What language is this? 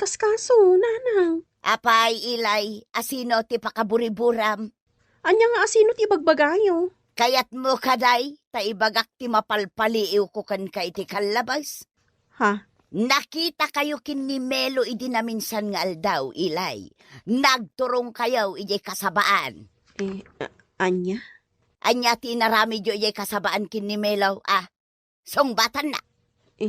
Iloko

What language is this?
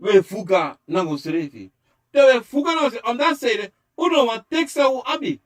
Sranan Tongo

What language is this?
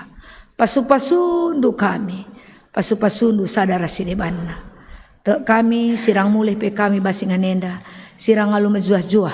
Batak Karo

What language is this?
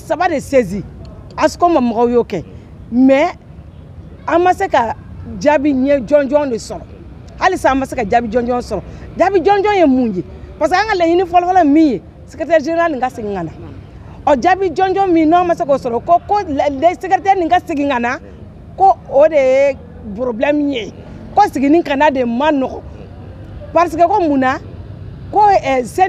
Bambara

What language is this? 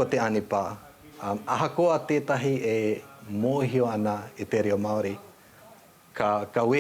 Māori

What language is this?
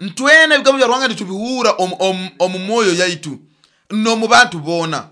Nyoro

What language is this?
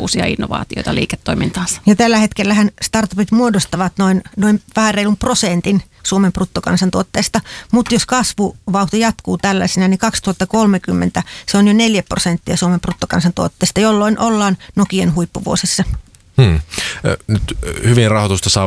Finnish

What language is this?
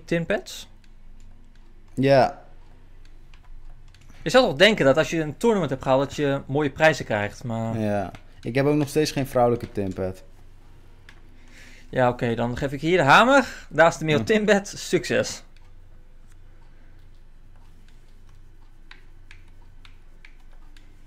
Dutch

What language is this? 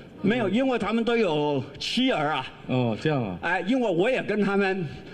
Chinese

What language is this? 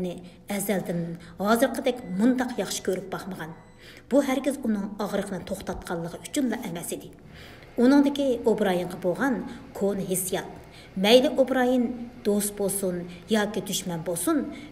Uyghur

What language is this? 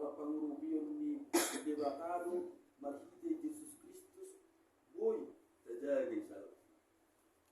Batak Toba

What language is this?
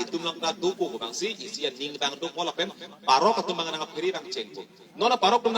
Karbi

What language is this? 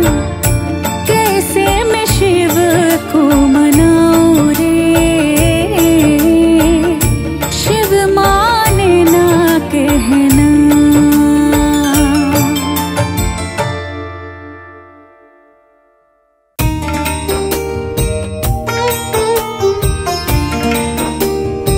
Hindi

